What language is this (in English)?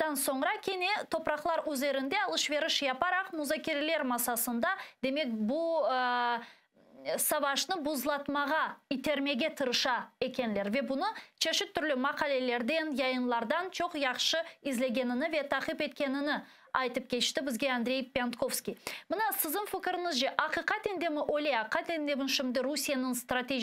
Crimean Tatar